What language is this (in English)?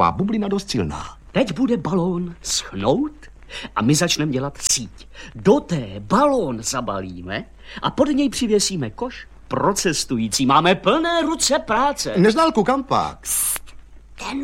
Czech